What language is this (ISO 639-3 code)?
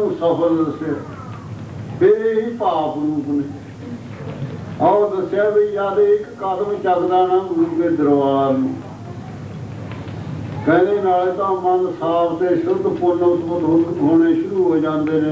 pan